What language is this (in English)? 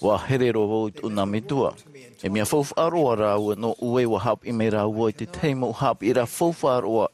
Tahitian